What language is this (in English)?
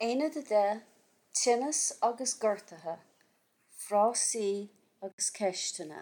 Irish